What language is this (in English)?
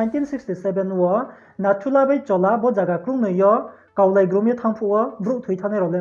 Riang (India)